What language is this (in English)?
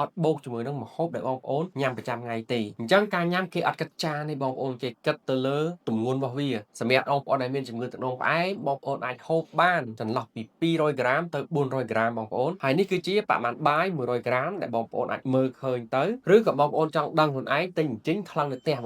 Khmer